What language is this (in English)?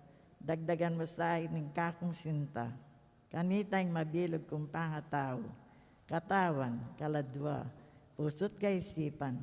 Pampanga